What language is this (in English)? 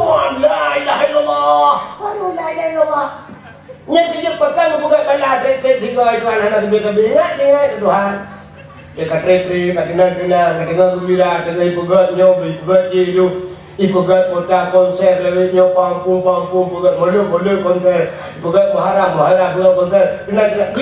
Achinese